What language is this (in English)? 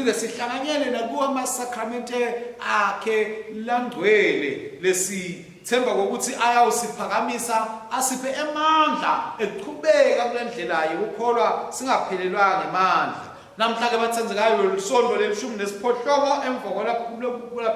Swati